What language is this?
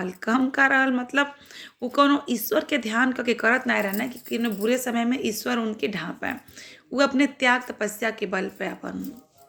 Bhojpuri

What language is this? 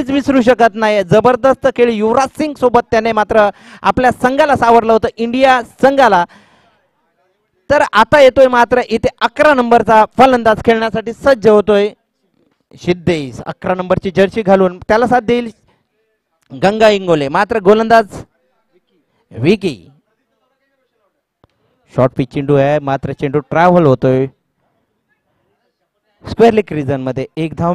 Marathi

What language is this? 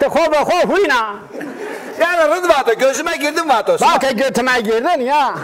Zaza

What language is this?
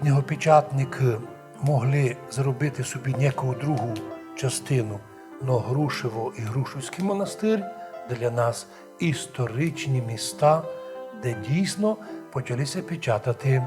Rusyn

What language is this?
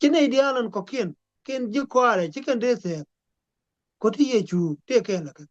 Nuer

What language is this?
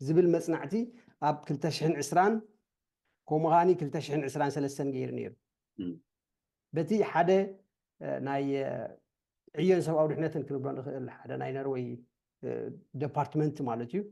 Tigrinya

